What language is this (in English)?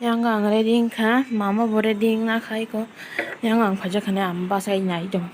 Kok Borok